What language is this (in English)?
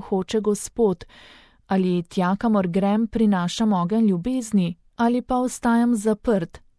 Slovenian